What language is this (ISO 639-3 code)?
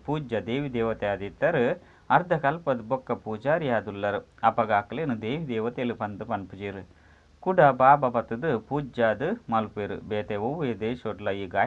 tcy